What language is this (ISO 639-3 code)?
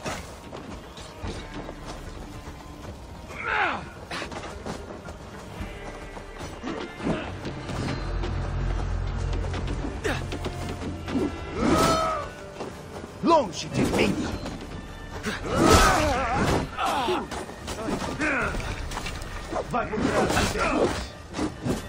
por